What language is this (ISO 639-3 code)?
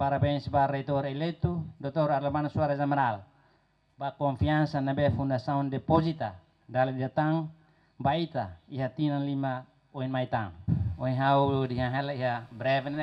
tet